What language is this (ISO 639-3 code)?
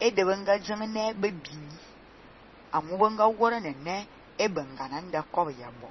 fan